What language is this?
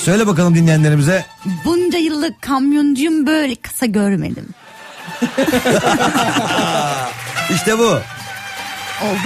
Turkish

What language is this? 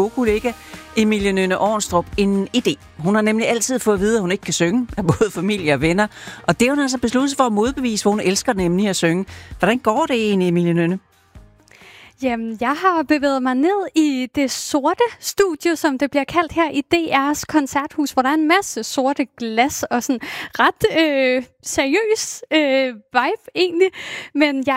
Danish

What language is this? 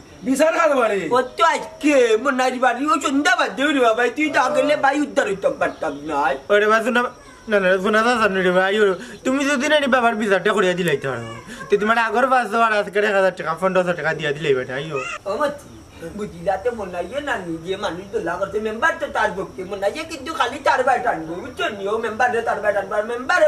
Sylheti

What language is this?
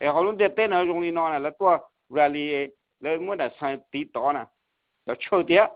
Hmong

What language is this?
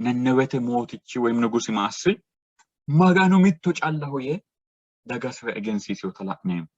Sidamo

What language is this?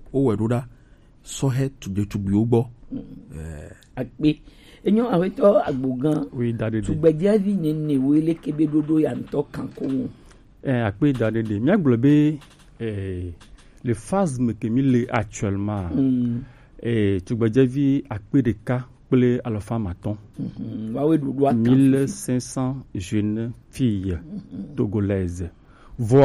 Gen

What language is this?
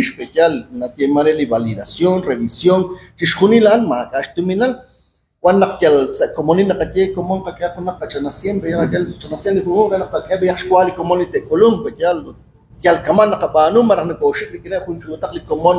Kekchí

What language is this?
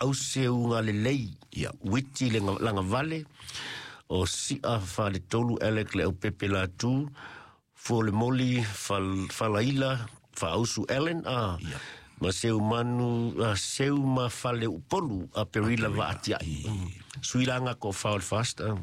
Samoan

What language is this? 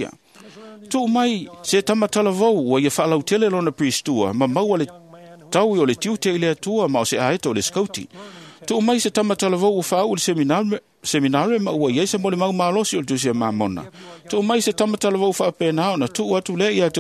Samoan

